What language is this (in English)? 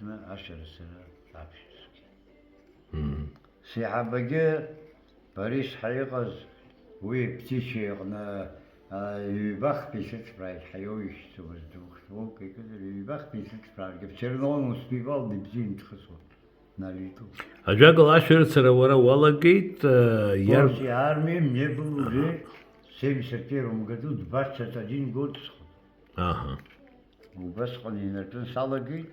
Abkhazian